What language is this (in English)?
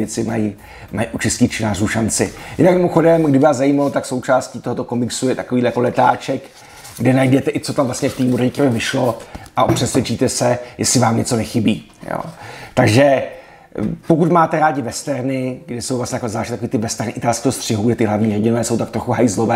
Czech